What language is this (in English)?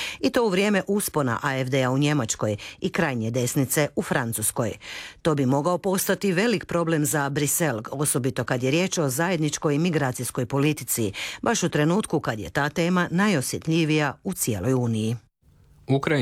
Croatian